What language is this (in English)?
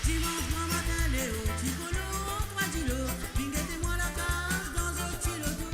Morisyen